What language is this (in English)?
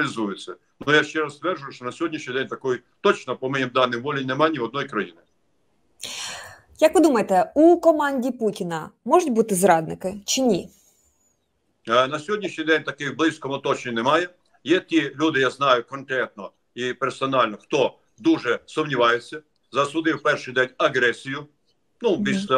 Ukrainian